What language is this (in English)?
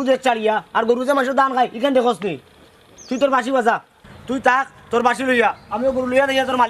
Sylheti